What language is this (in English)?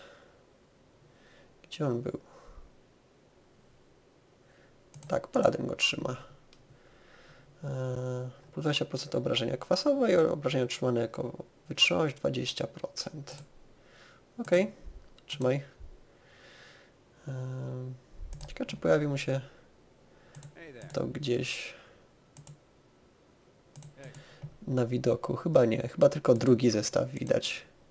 Polish